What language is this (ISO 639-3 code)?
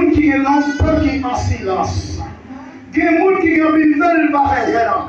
hat